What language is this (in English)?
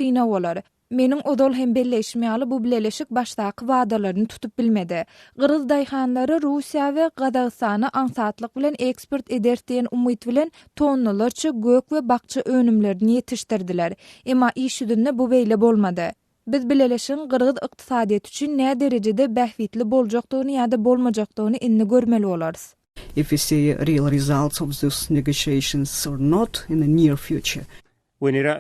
Turkmen